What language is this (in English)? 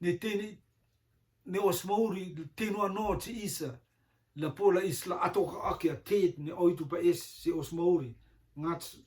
Rotuman